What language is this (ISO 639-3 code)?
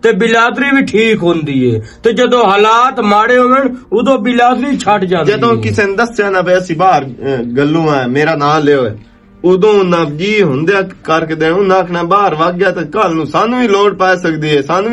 lah